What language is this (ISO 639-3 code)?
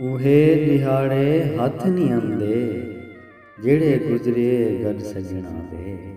skr